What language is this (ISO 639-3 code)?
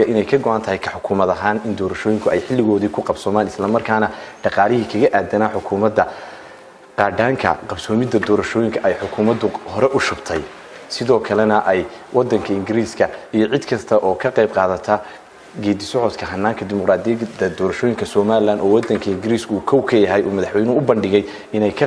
som